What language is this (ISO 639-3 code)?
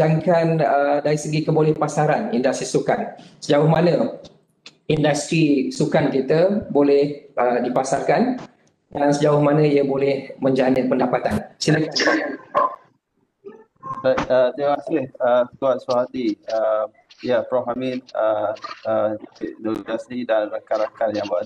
msa